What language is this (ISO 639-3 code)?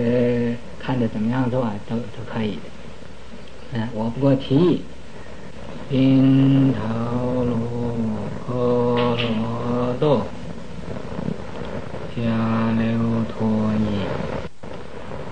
zho